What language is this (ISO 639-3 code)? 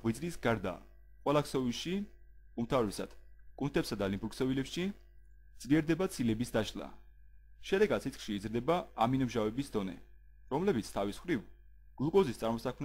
kat